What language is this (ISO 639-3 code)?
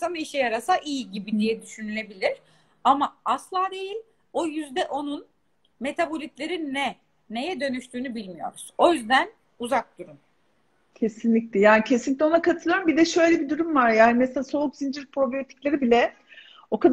tur